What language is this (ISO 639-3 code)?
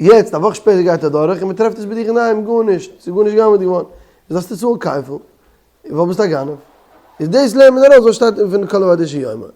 yid